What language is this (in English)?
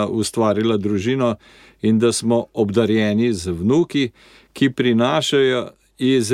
Slovenian